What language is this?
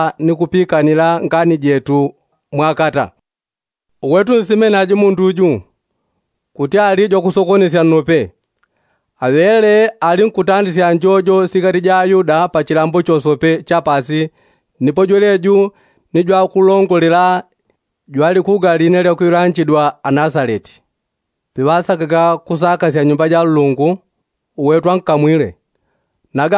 Yao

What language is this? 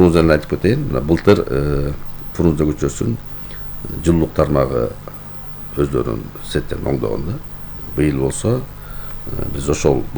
Kyrgyz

